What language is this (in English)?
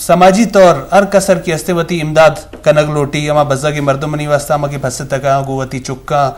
Eastern Balochi